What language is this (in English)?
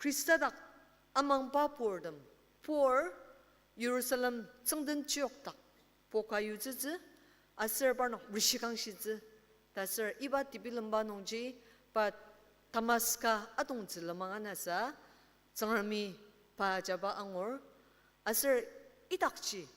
Ao Naga